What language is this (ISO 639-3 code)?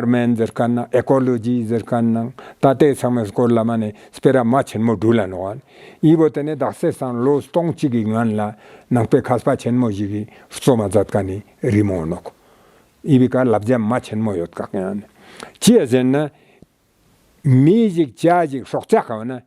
lbj